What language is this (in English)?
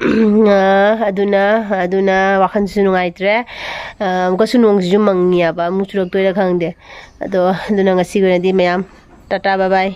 Manipuri